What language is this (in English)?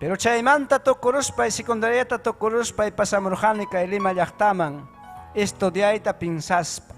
Ayacucho Quechua